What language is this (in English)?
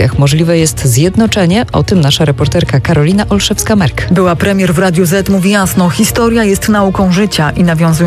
Polish